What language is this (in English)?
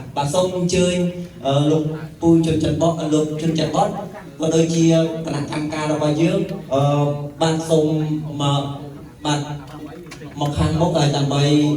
Khmer